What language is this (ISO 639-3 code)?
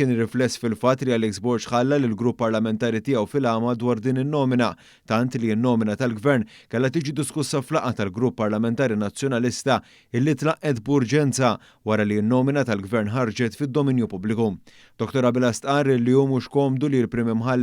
mlt